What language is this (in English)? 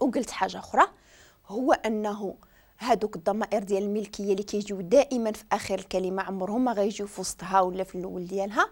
Moroccan Arabic